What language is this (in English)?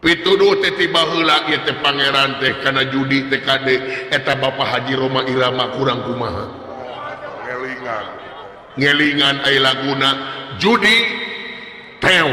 Sundanese